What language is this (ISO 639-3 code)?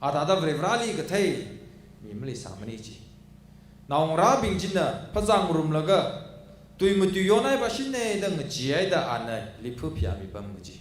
nmf